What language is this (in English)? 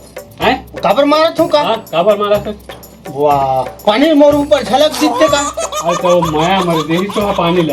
Chhattisgarhi